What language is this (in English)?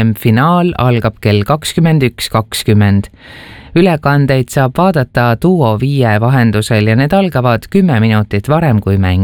Estonian